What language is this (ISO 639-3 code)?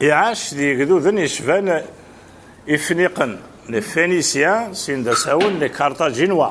kab